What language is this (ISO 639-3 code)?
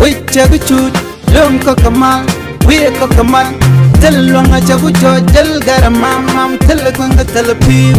nus